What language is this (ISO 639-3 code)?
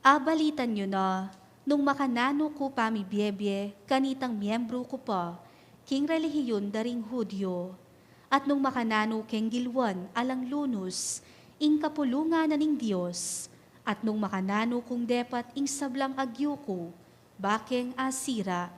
pam